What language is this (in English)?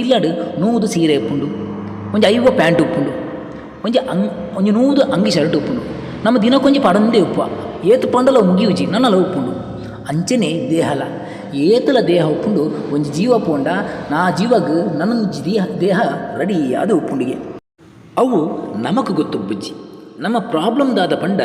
Tulu